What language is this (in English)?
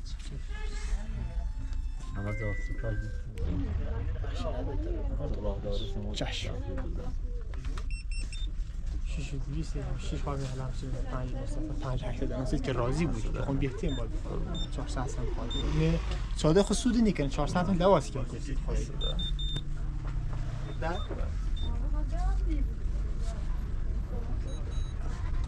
Persian